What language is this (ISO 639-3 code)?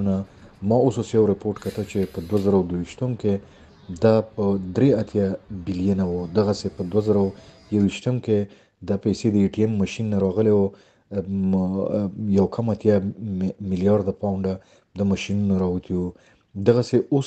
pus